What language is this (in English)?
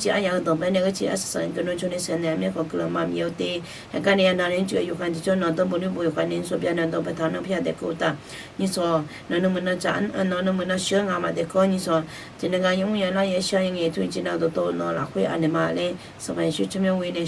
Akha